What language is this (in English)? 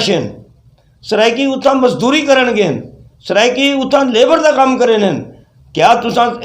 Saraiki